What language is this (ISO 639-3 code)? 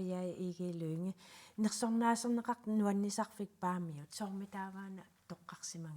kal